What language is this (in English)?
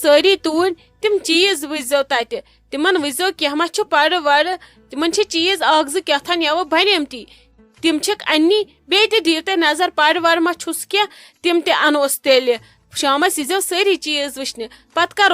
Kashmiri